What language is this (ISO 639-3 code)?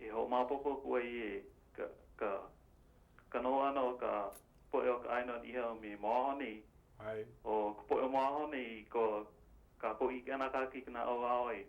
haw